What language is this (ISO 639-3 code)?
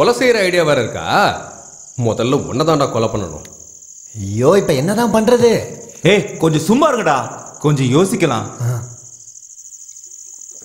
tam